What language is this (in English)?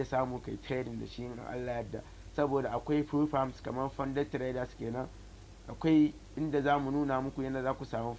Hausa